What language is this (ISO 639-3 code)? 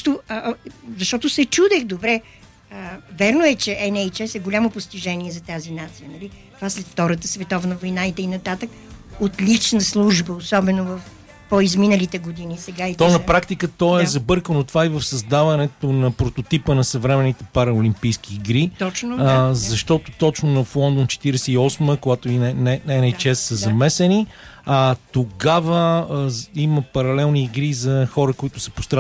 bul